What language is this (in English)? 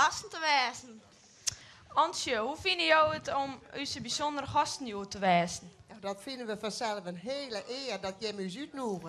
Western Frisian